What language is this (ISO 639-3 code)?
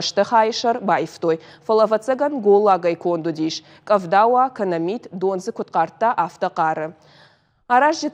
oss